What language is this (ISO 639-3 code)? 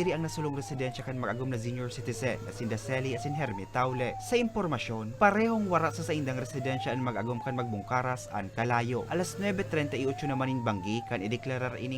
bik